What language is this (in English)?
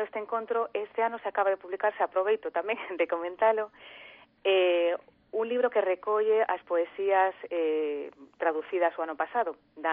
Galician